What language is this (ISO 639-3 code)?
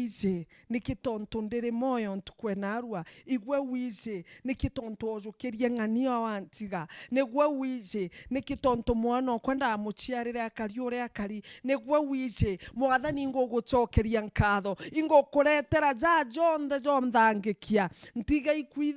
mer